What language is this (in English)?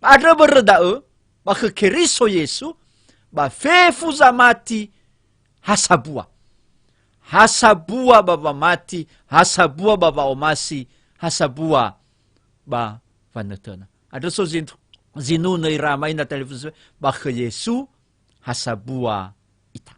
Nias